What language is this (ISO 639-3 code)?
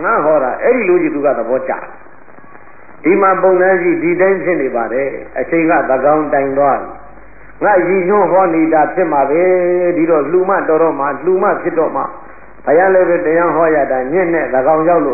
mya